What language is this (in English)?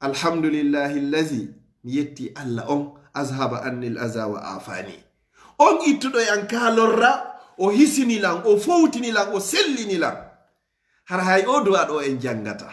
Fula